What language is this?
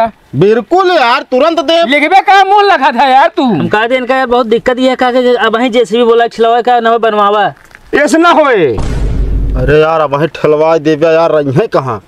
Awadhi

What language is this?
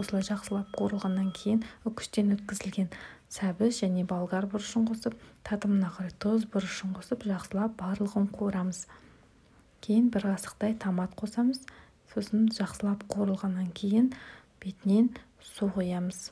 Kazakh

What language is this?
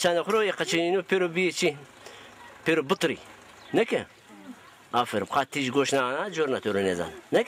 Zaza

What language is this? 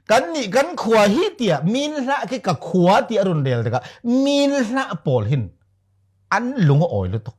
Falam Chin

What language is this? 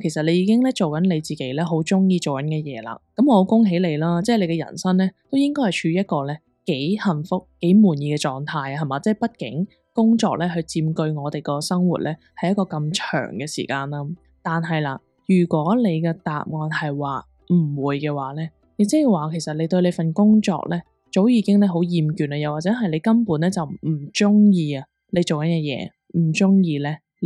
Cantonese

